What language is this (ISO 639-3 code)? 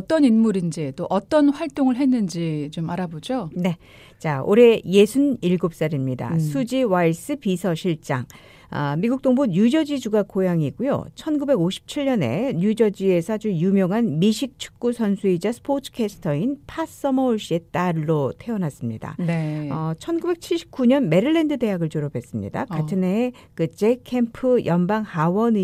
kor